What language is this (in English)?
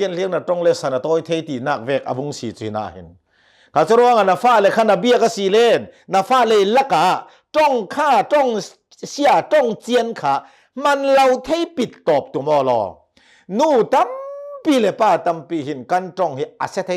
Hakha Chin